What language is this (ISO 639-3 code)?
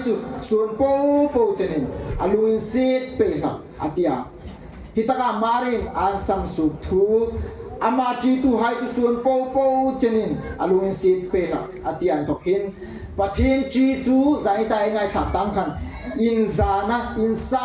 hmr